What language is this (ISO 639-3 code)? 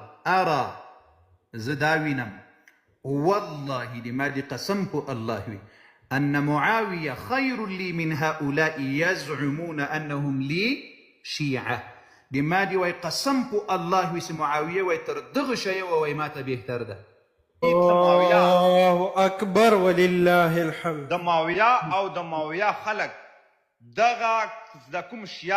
pus